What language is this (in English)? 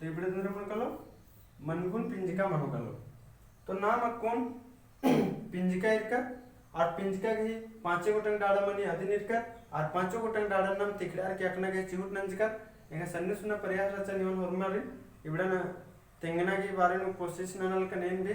Kurukh